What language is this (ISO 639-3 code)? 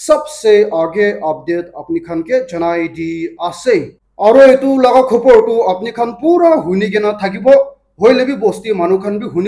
nag